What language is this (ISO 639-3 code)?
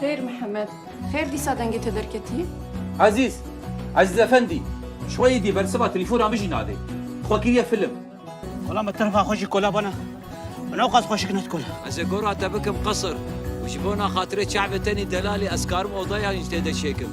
kur